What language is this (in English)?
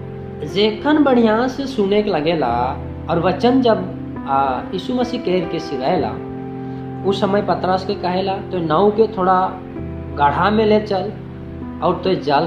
Sadri